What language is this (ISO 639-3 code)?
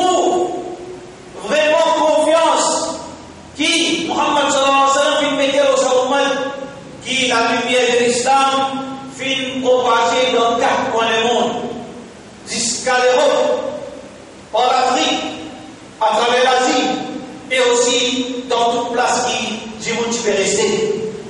mfe